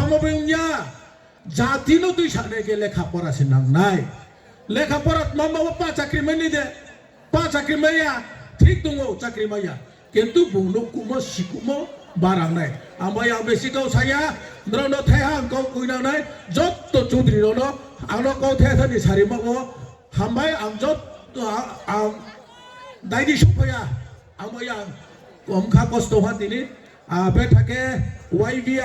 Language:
Riang (India)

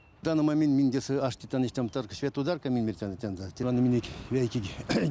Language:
Erzya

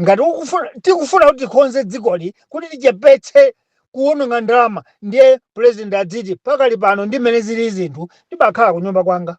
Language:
Nyanja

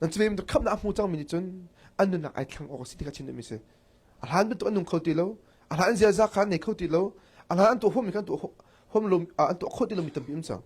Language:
Hakha Chin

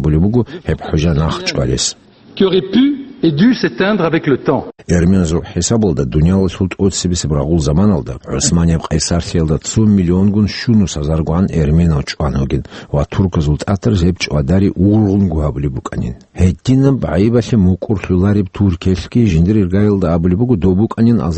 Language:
Avaric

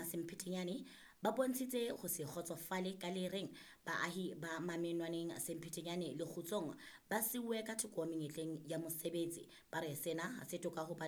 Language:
Southern Sotho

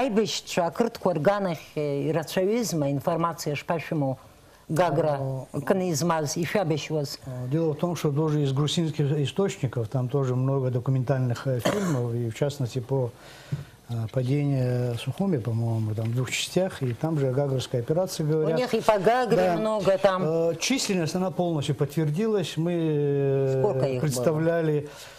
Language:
Abkhazian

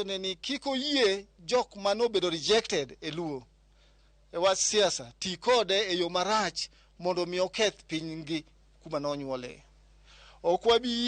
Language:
Luo (Kenya and Tanzania)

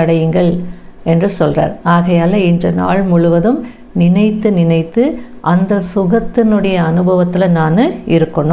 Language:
Tamil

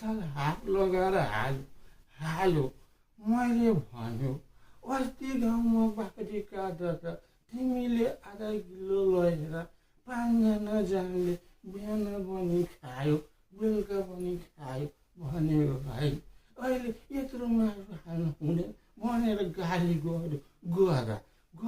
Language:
Nepali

